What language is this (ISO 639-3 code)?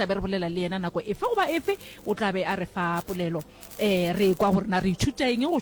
nso